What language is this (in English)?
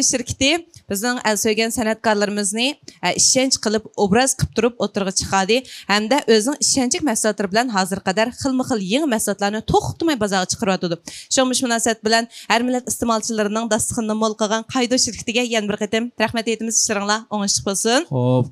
Uyghur